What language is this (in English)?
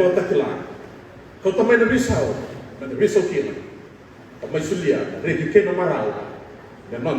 Fijian